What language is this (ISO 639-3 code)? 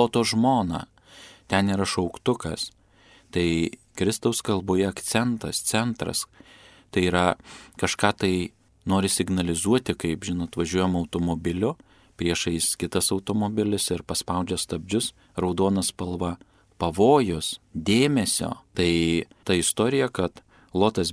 lit